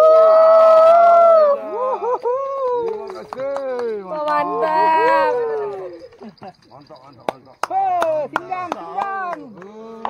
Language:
Malay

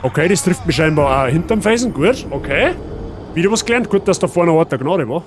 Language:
Bavarian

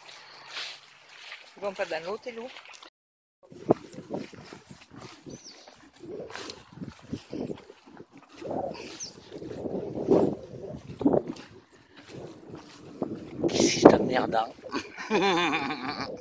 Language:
French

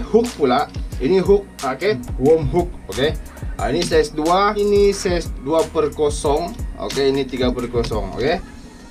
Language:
Malay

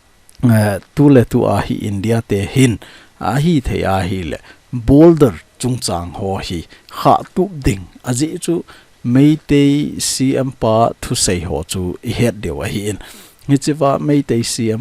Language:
Thado Chin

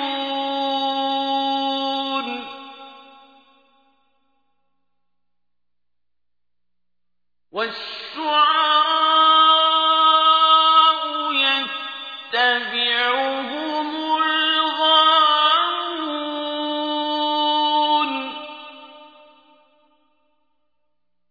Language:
Arabic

